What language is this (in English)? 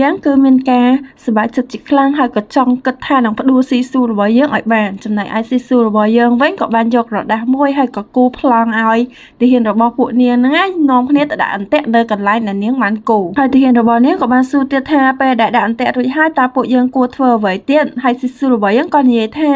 Khmer